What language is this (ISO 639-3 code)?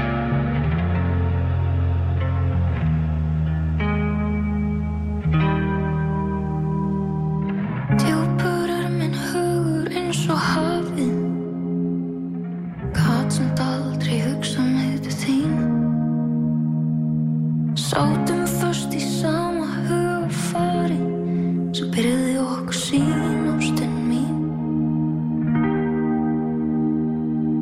isl